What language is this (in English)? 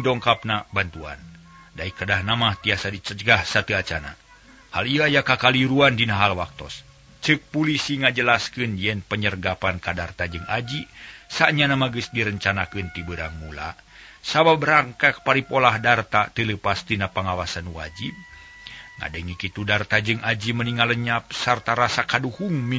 Sundanese